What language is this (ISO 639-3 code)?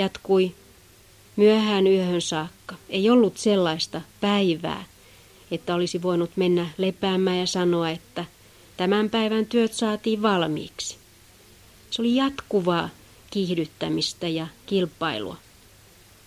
fin